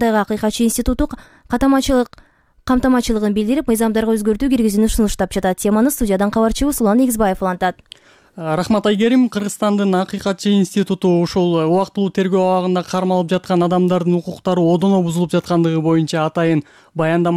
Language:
Kyrgyz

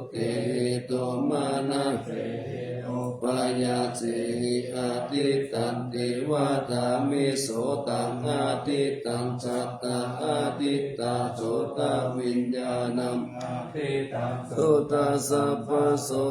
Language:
Pali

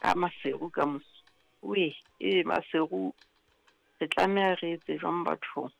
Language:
Southern Sotho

